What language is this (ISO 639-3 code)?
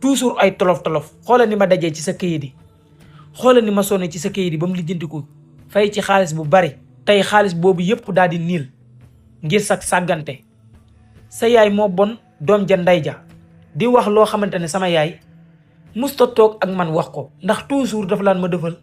wol